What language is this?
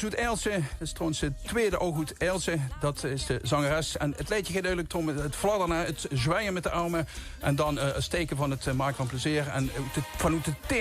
Limburgish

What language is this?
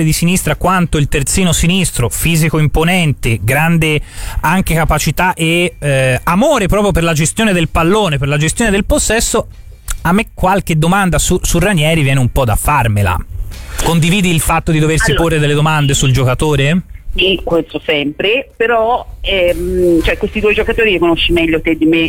Italian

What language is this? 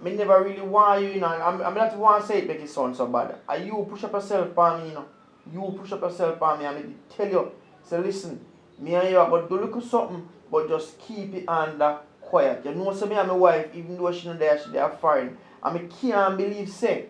Jamaican Creole English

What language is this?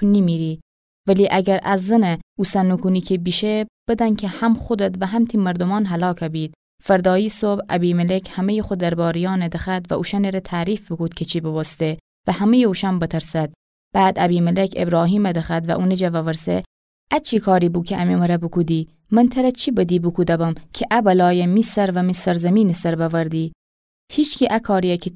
Gilaki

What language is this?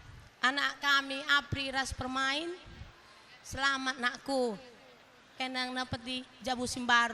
Batak Karo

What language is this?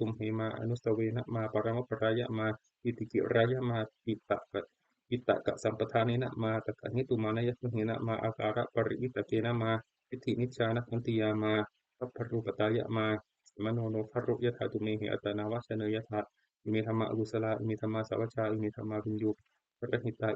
Pali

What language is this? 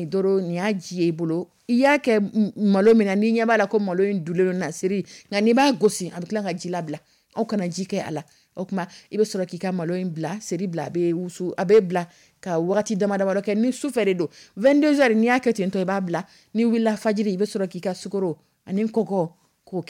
Dyula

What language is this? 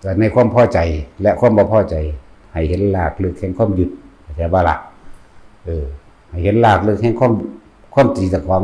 Northeastern Thai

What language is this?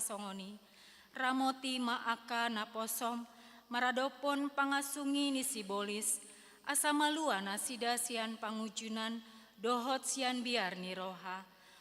Batak Toba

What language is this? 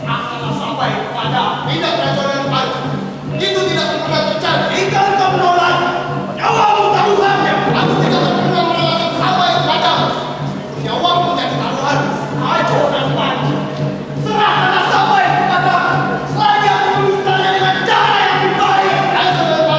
Minangkabau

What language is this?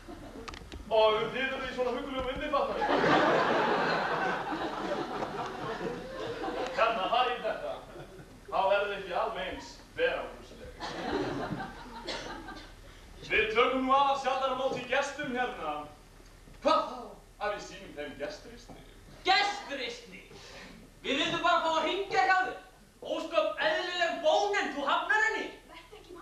Icelandic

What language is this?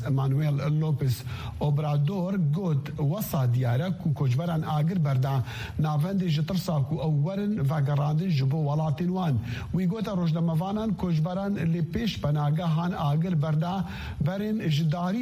Kurdish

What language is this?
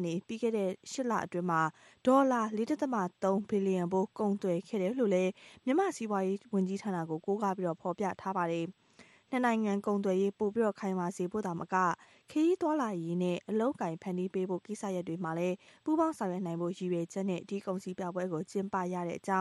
Burmese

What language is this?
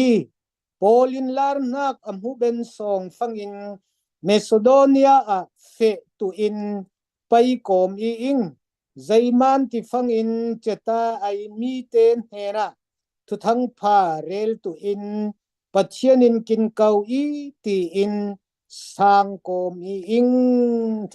Falam Chin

